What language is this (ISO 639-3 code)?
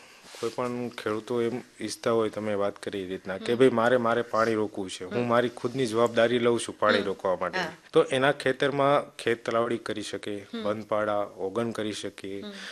guj